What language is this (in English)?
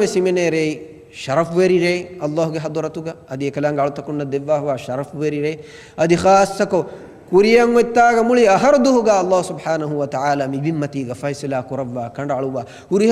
Divehi